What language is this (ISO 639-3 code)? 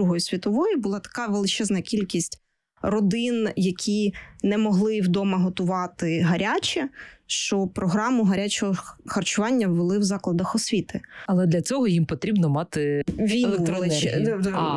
ukr